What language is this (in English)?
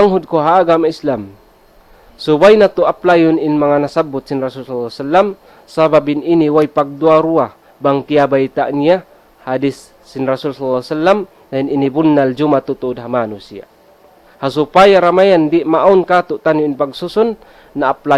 Tausug